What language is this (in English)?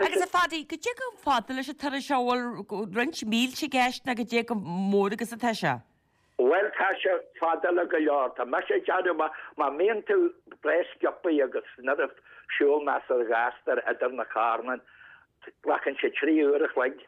Irish